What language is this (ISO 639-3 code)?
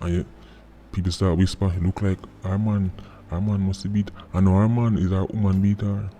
jam